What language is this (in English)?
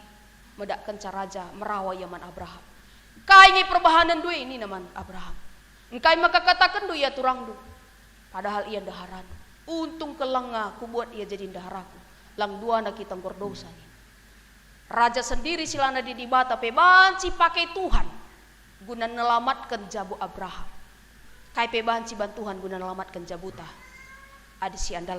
Batak Karo